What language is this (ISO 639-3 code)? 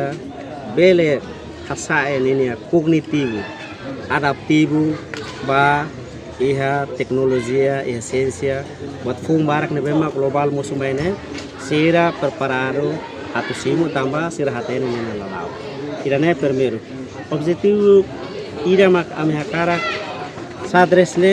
tet